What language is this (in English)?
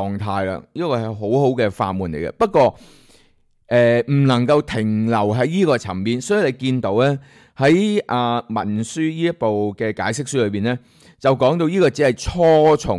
Cantonese